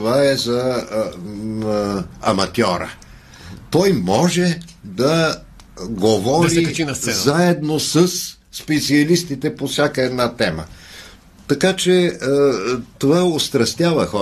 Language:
Bulgarian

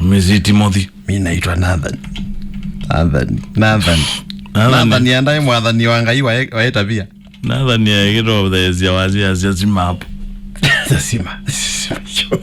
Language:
Kamba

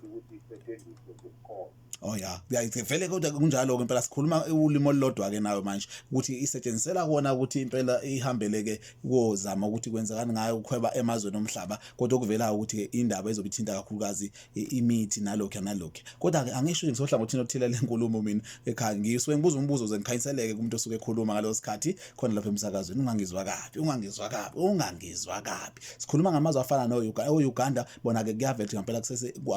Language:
Zulu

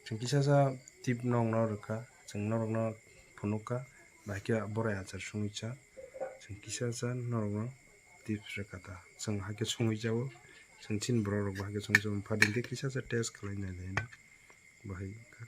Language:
Kok Borok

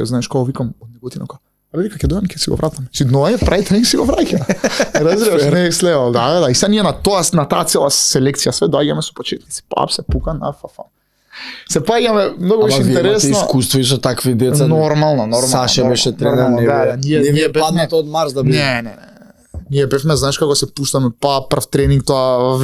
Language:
Macedonian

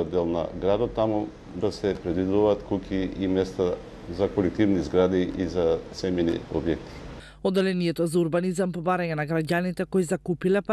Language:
Macedonian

